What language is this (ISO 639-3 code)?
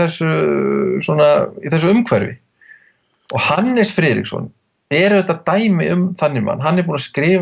isl